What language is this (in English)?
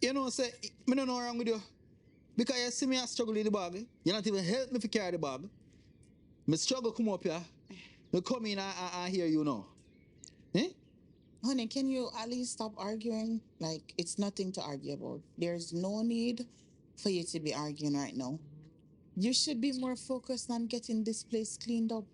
Jamaican Creole English